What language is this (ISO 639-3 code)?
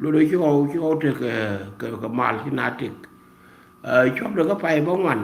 nus